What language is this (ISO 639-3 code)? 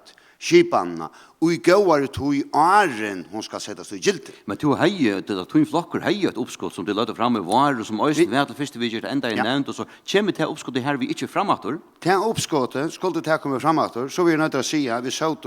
fao